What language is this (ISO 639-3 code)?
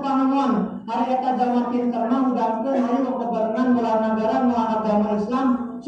sun